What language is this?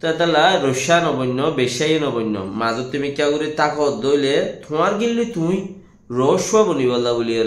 Rohingya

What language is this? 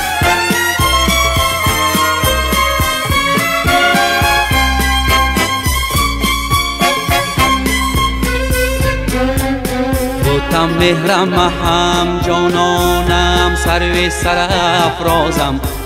Persian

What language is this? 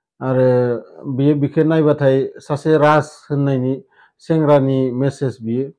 Bodo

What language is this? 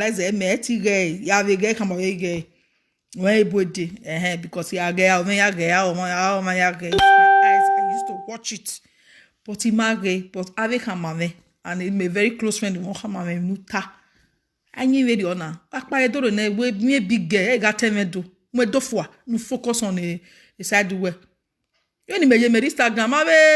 Nigerian Pidgin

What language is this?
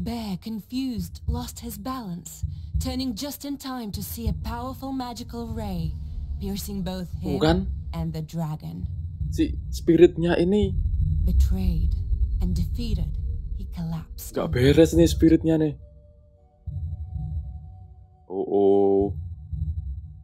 Indonesian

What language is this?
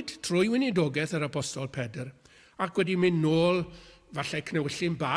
Welsh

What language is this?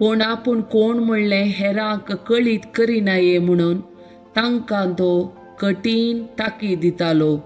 Konkani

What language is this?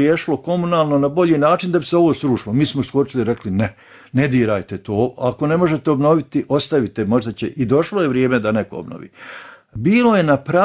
Serbian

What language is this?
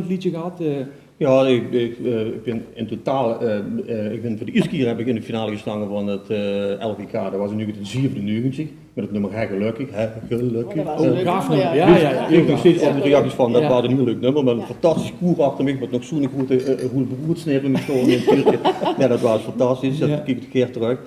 Limburgish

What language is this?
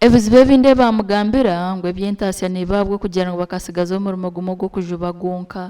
Nyankole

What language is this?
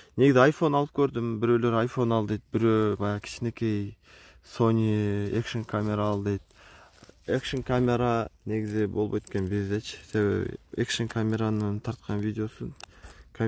Kyrgyz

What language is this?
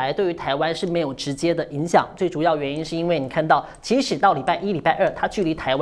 Chinese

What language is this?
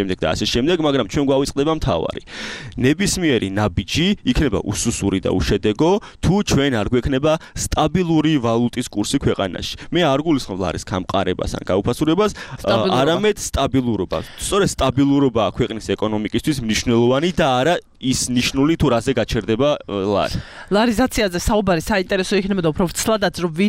Georgian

